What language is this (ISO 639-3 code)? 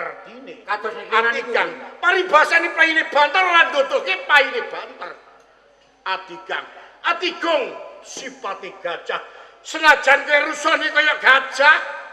jav